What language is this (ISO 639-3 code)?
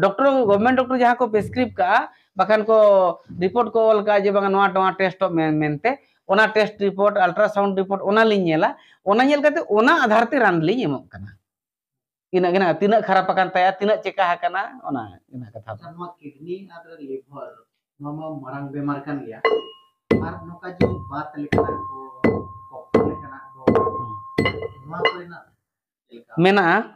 sat